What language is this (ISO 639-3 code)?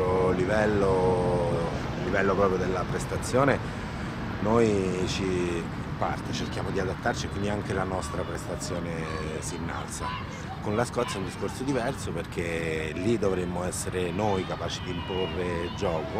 ita